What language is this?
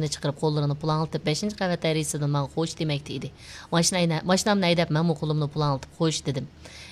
Uyghur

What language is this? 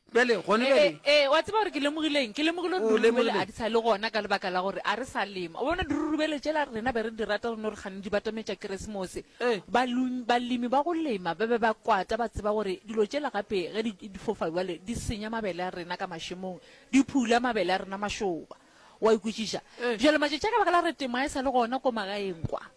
Northern Sotho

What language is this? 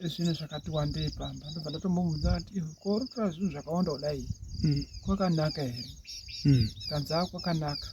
Shona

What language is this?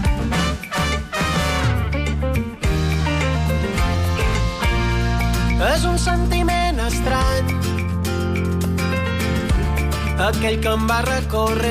Catalan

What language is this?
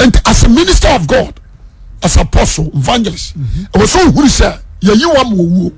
Akan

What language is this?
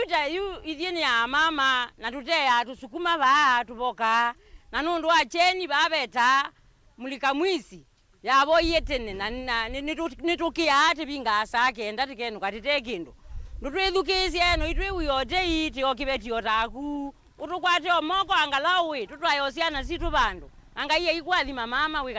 Kamba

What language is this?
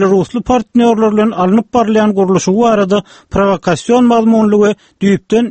Turkmen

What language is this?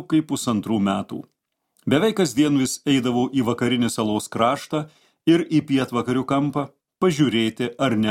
Lithuanian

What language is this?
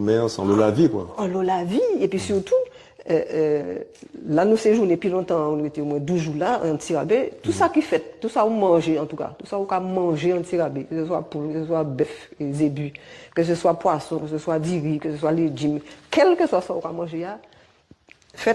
Guadeloupean Creole French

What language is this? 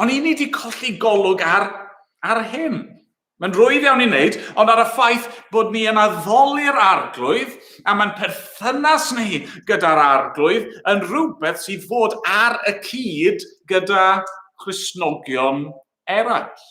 Welsh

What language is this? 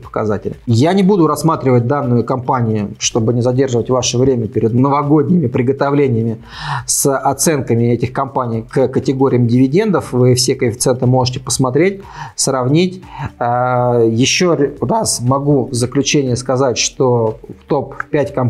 Russian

